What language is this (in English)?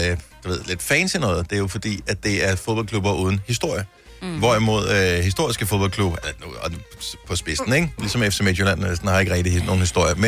Danish